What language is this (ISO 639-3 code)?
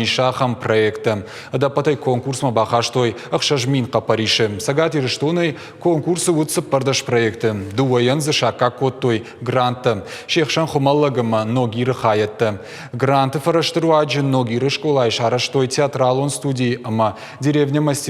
oss